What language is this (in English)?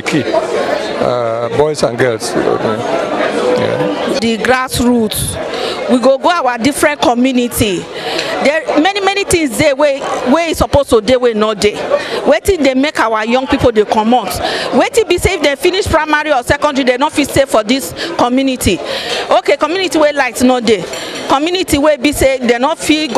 Nigerian Pidgin